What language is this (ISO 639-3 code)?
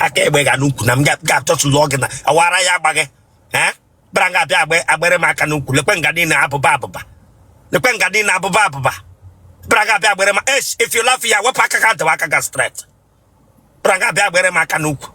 ibo